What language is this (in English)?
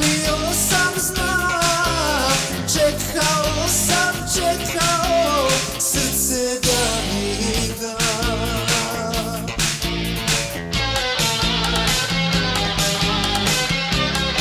Croatian